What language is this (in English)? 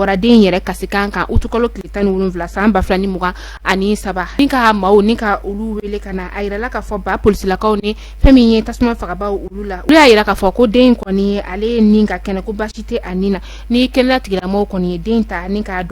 Bambara